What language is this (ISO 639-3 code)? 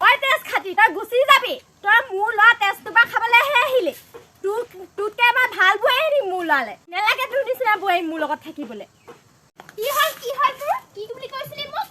asm